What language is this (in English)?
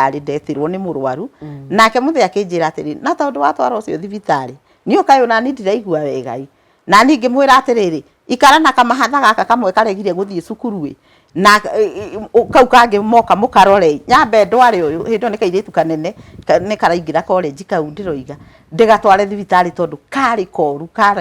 Kikuyu